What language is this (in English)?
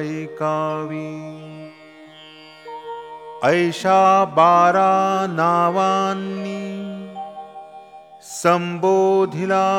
Marathi